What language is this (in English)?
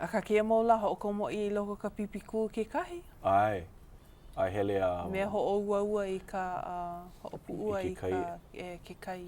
Hawaiian